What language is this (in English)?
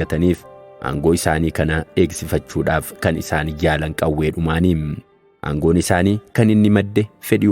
Oromo